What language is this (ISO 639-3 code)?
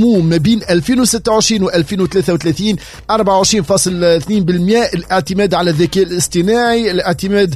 aeb